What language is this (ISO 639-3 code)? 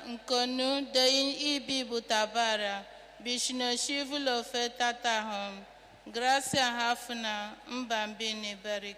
mlt